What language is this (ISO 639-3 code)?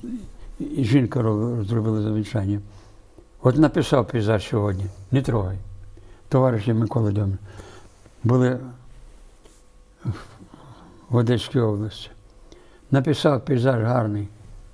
ukr